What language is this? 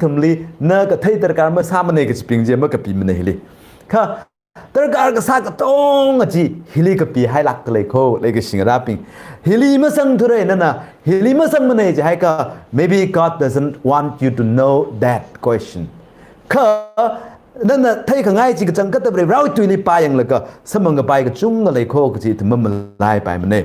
Tangkhul Naga (India)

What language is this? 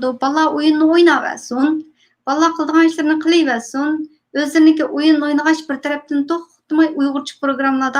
Uyghur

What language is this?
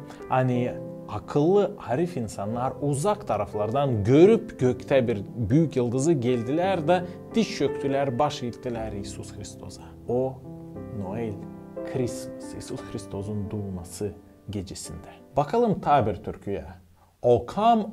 Gagauz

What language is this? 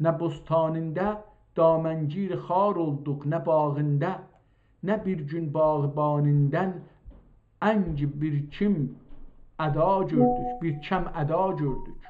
South Azerbaijani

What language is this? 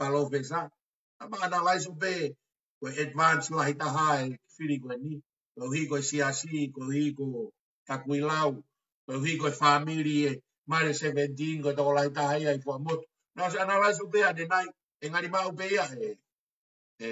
Tongan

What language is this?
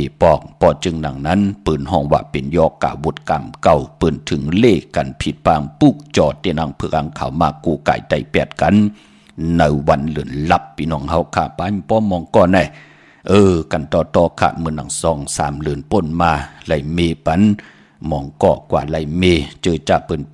Shan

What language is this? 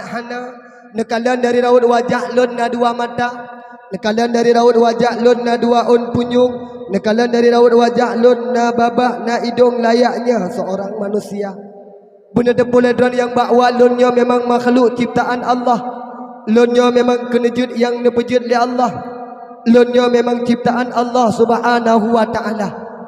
Achinese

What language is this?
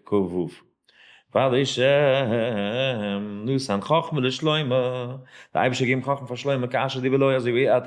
Yiddish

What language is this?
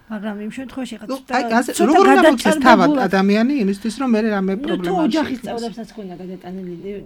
Georgian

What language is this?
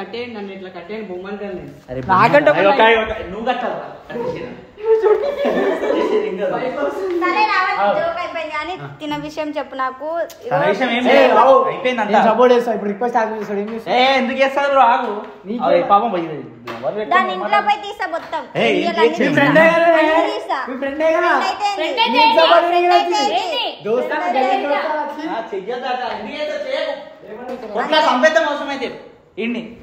Telugu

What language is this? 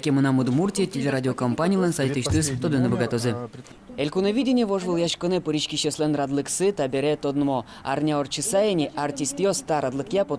Udmurt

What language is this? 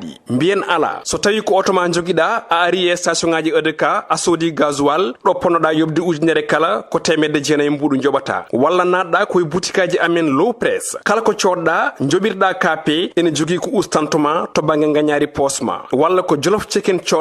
Fula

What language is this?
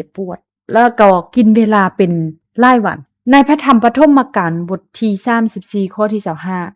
Lao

